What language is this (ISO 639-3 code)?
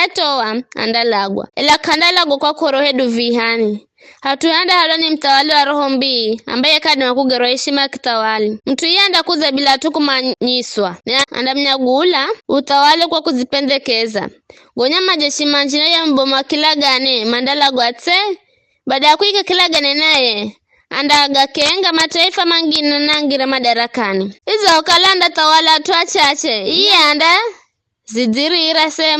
nyf